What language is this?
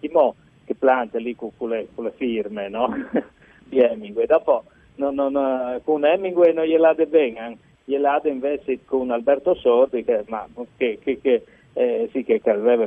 Friulian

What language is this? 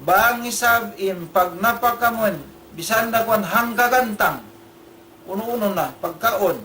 Tausug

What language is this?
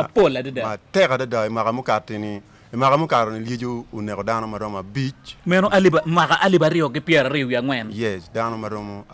Acoli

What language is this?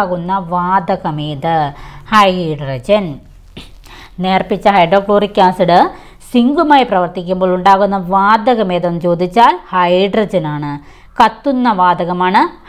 Malayalam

